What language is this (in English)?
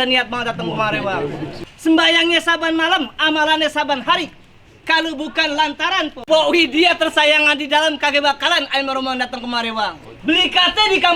Betawi